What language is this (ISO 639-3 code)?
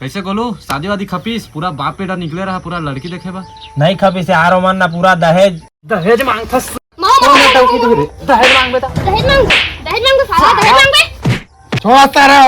hne